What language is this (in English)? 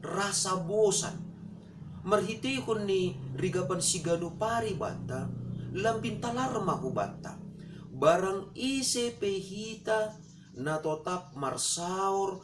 Batak Simalungun